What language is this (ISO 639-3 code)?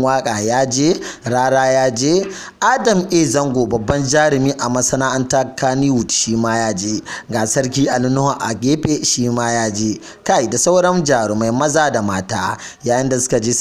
hau